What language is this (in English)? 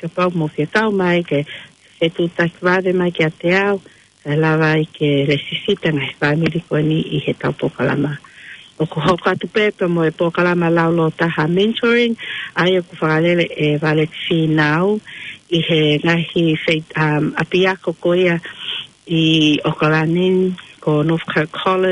Tongan